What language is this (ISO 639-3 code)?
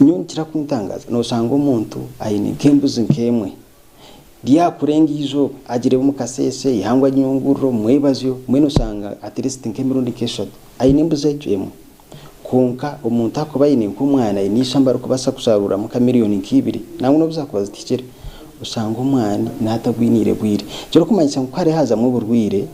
nyn